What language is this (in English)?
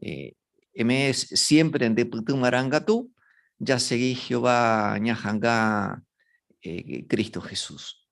Guarani